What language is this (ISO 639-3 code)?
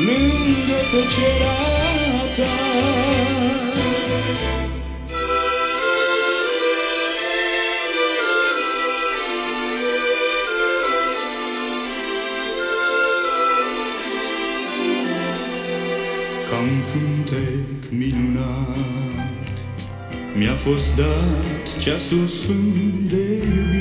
ron